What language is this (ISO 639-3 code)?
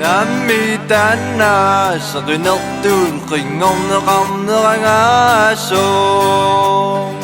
kal